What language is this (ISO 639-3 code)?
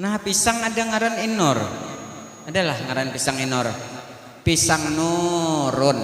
bjn